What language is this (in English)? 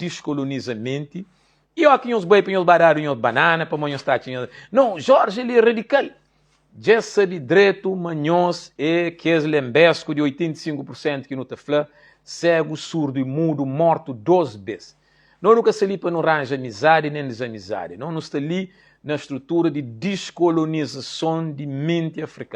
Kabuverdianu